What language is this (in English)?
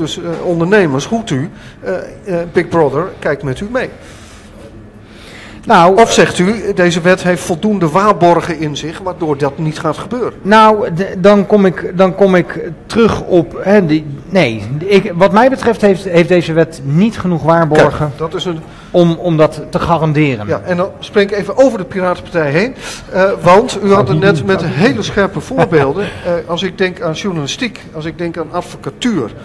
Dutch